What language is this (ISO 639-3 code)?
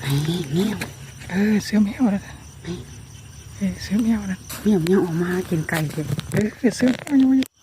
lao